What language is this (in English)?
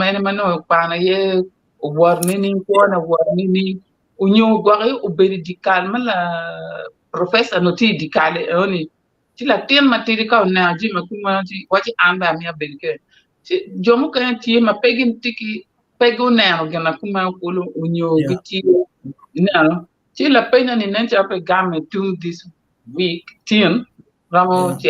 Acoli